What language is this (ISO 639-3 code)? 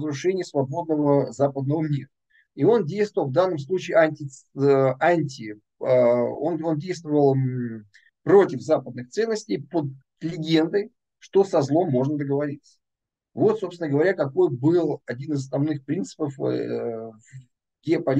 rus